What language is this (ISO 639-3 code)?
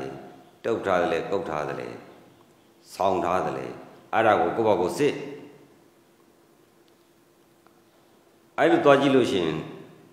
mya